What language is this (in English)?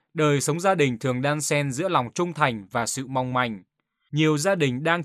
Vietnamese